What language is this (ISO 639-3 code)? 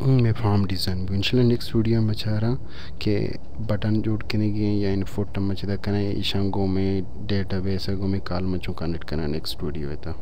bal